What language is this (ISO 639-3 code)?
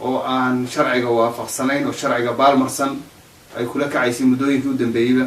som